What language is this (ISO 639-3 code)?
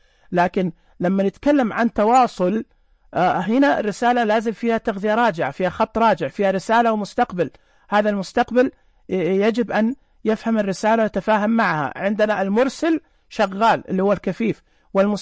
ars